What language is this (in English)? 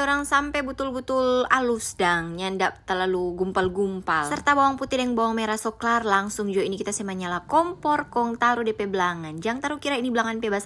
Manado Malay